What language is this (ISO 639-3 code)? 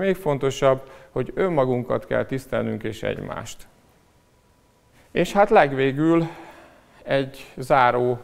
hun